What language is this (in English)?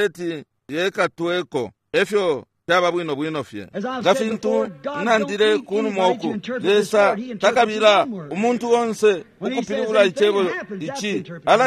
Bemba